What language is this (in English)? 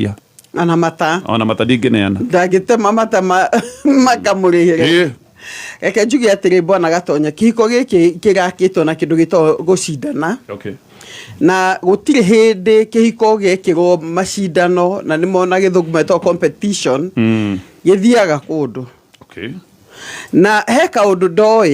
Kikuyu